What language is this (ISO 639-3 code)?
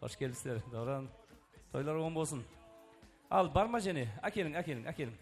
kaa